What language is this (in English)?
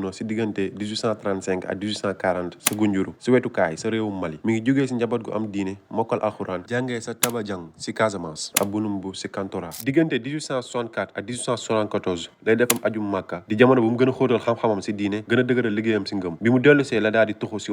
Wolof